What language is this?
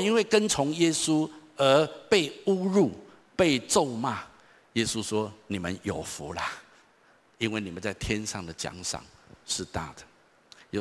Chinese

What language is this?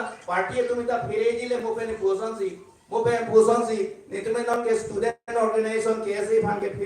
Karbi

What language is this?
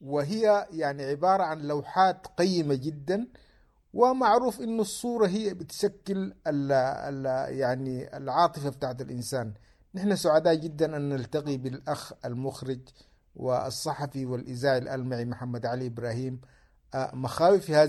Sudanese Arabic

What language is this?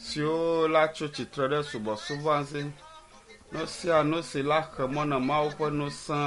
Ewe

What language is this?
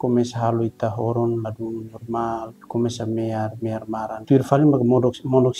Tetum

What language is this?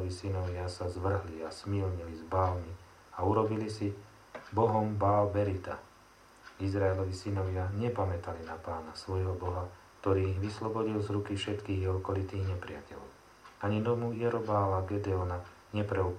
Slovak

